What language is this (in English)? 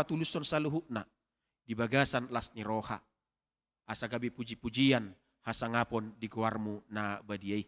Batak Toba